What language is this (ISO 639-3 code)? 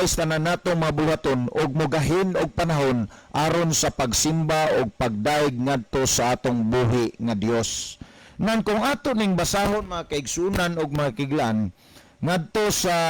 ceb